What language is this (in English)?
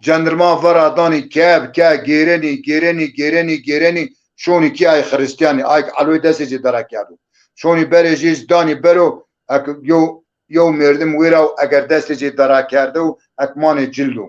Zaza